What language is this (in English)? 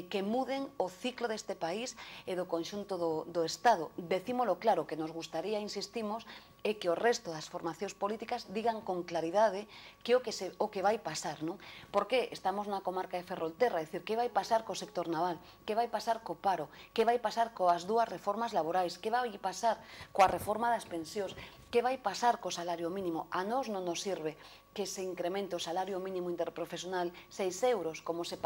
Galician